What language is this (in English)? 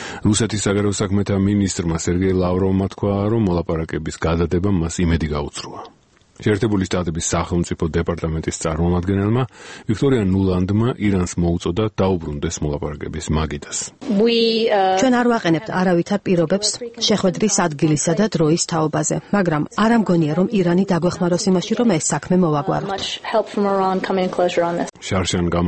Georgian